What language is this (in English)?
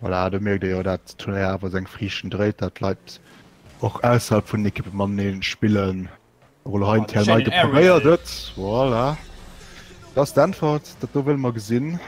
Luxembourgish